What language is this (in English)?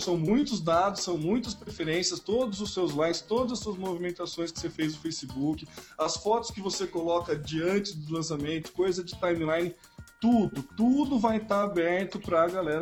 Portuguese